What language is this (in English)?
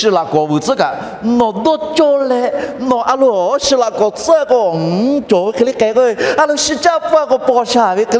Lahu